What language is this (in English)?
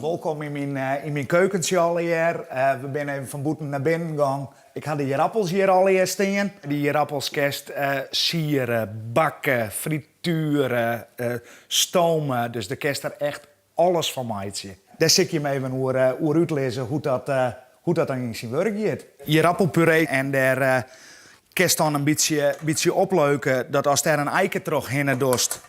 Western Frisian